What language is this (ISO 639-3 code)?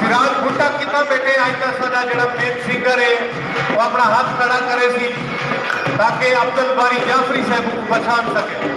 skr